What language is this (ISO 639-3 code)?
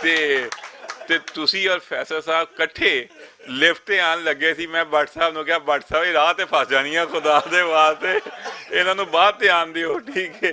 lah